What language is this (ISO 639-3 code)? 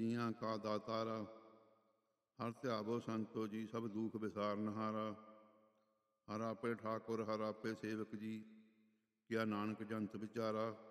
pan